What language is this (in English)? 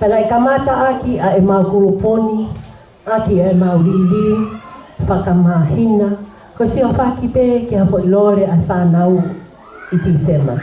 Tongan